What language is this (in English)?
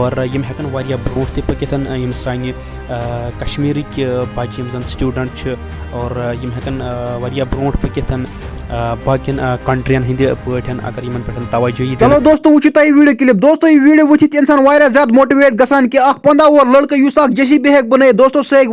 Kashmiri